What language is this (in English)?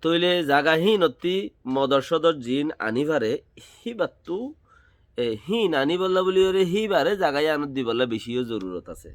Rohingya